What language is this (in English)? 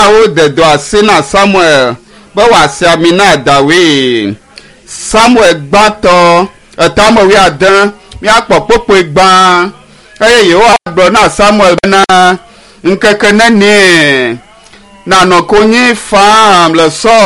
Ewe